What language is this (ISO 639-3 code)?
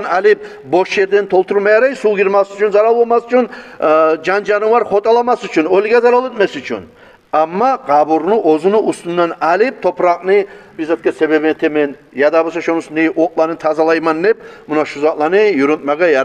kum